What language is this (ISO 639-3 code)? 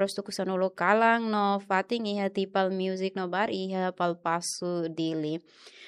tet